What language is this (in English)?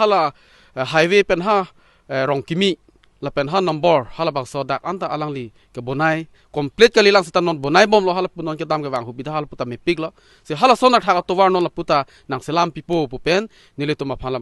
Karbi